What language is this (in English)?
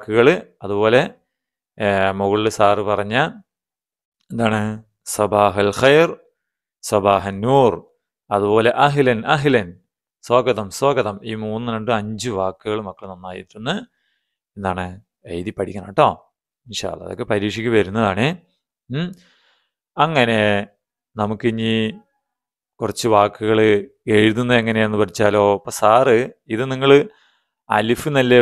Malayalam